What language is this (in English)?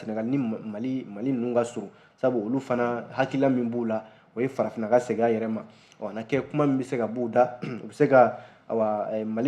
Bambara